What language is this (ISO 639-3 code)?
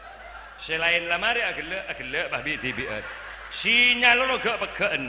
mad